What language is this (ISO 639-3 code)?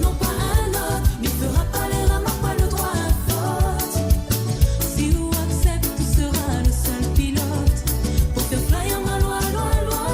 mfe